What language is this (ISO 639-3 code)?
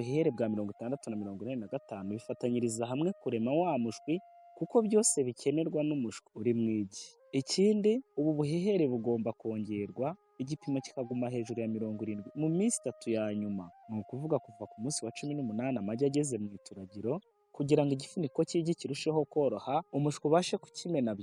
kin